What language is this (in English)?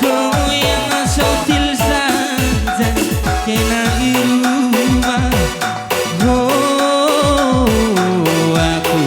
Batak Karo